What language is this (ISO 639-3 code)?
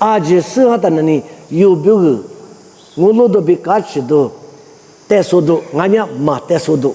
lis